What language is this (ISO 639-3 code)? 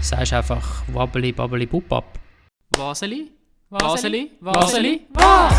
gsw